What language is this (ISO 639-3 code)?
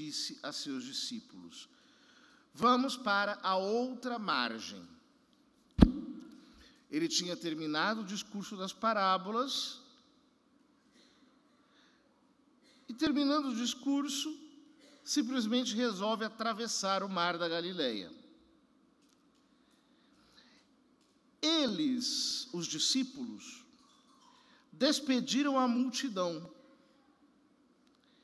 por